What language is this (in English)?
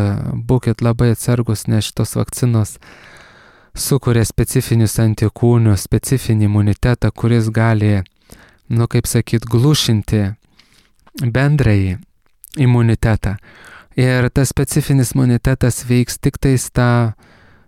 Lithuanian